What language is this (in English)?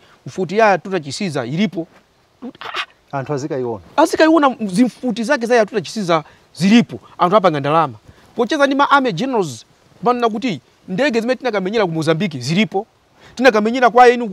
Nyanja